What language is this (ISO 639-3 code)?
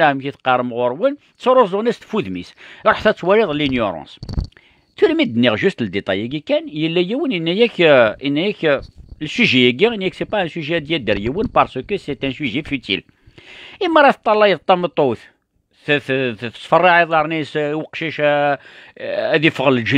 kab